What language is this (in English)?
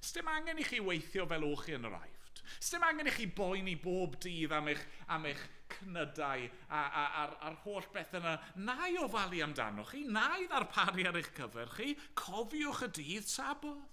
Welsh